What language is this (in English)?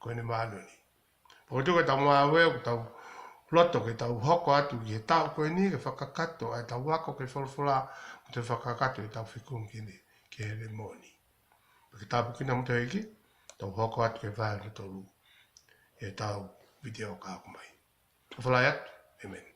Tongan